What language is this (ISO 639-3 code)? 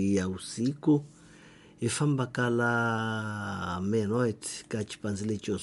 tso